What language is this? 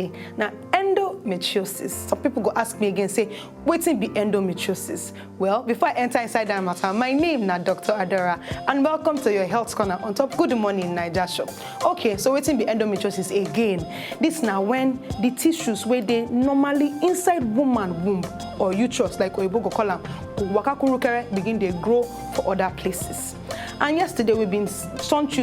Nigerian Pidgin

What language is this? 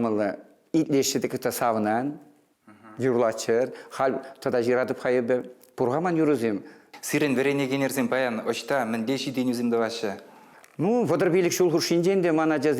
Chuvash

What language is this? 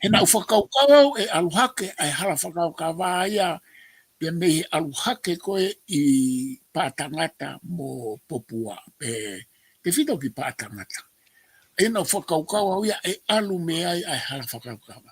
Tongan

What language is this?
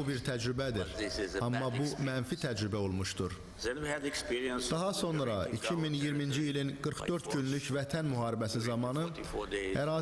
Azerbaijani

